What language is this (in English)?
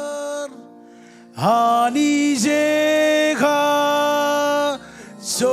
Marshallese